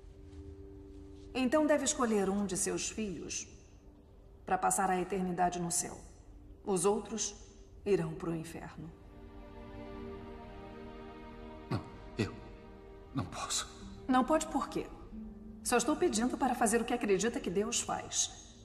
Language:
Portuguese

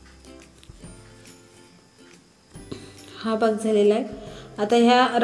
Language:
Marathi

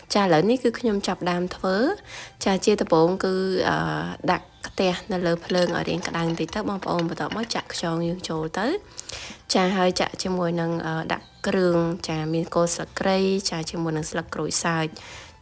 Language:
Khmer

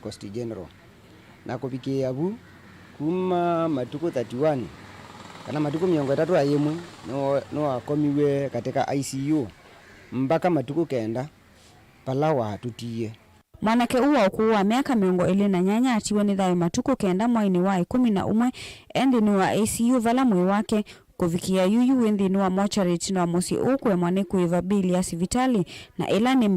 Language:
Kamba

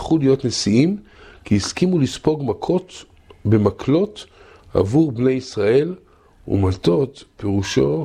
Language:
Hebrew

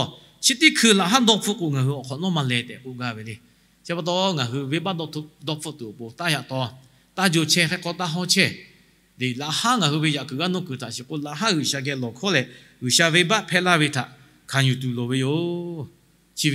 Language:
Lahu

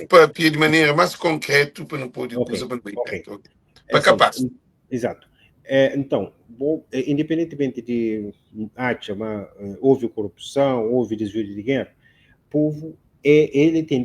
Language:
Kabuverdianu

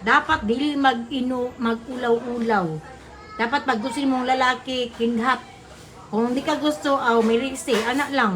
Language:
Cebuano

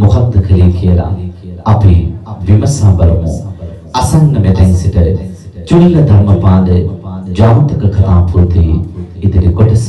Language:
Sinhala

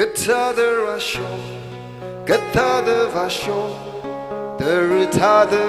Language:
Tangkhul Naga (India)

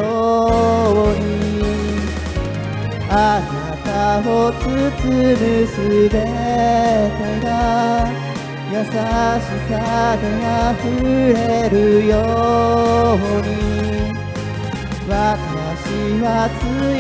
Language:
Japanese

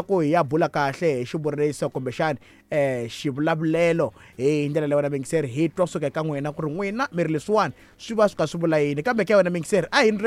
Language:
Tsonga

